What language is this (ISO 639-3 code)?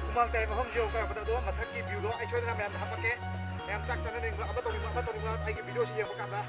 mni